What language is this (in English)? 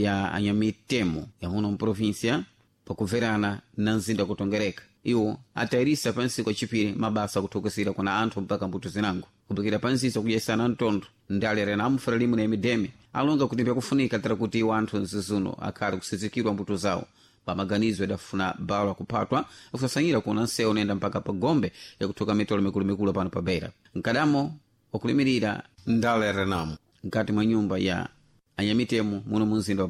Sena